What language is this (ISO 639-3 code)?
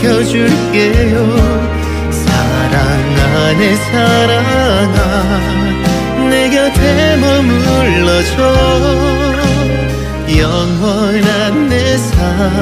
kor